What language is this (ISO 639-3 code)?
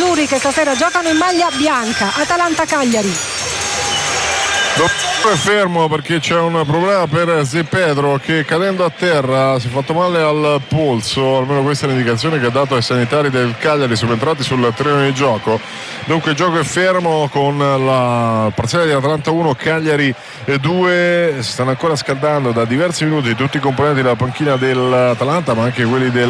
ita